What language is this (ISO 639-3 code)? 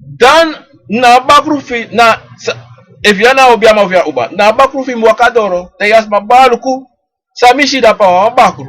srn